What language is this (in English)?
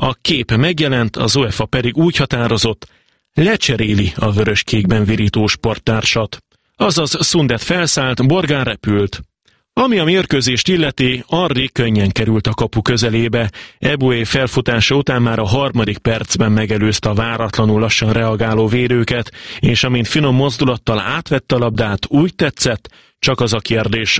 Hungarian